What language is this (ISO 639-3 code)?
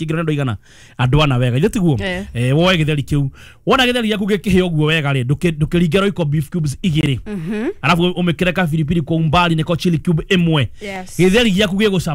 kik